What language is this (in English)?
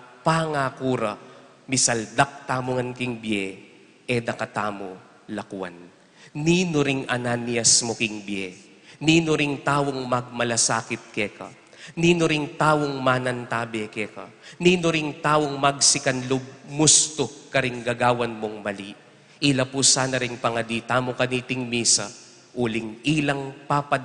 Pampanga